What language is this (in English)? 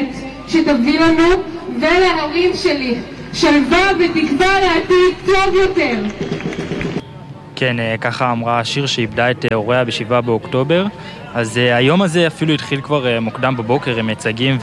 Hebrew